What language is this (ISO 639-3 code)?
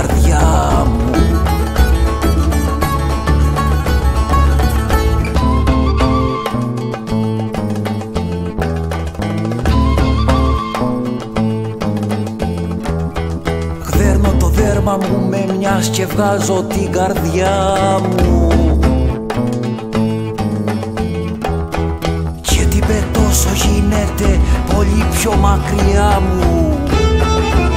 ell